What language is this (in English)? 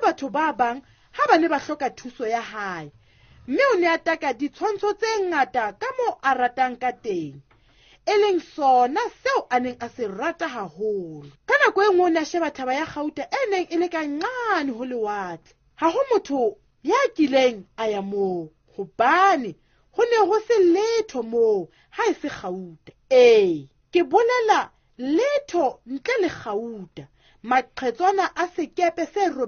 Southern Sotho